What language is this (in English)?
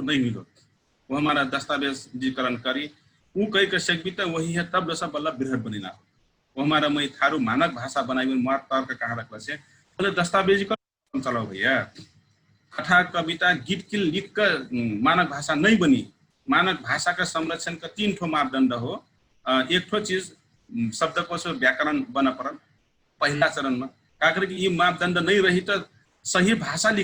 Dangaura Tharu